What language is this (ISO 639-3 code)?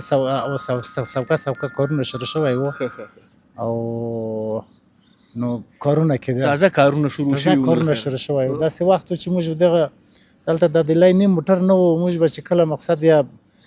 pus